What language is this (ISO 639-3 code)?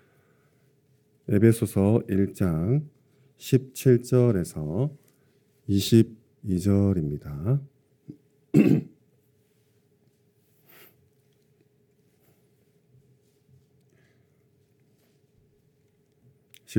kor